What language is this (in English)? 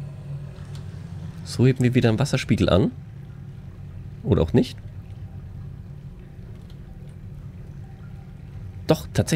German